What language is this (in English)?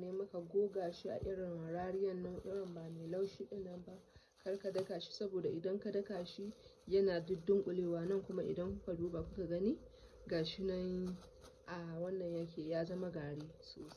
Hausa